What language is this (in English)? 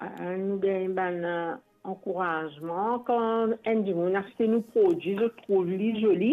Morisyen